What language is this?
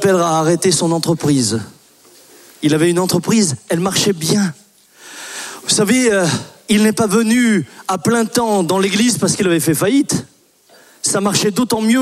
French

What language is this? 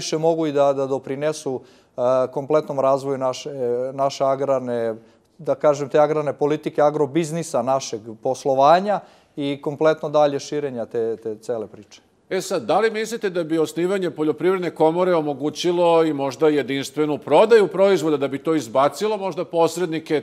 Serbian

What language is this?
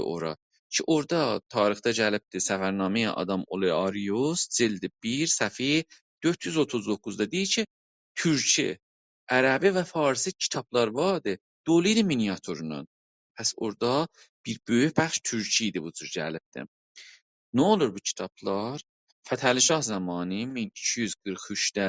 South Azerbaijani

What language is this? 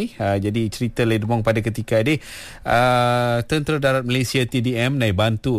Malay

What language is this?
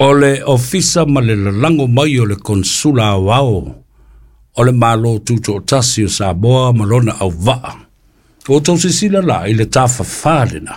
Samoan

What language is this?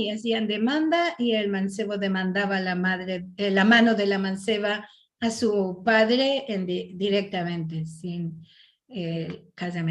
Ladino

